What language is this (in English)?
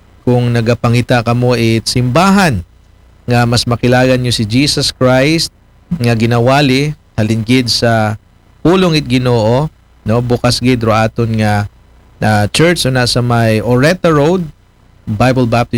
Aklanon